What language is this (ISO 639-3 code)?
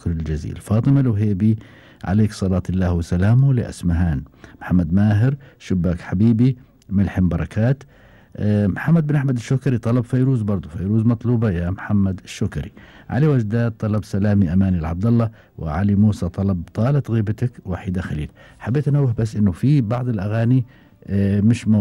afb